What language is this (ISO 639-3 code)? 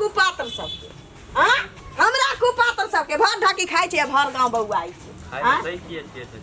mai